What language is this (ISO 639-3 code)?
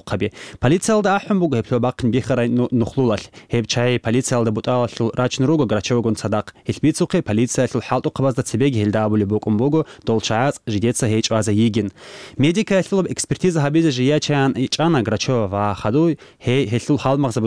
ava